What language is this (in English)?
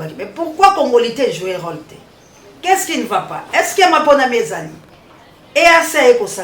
Lingala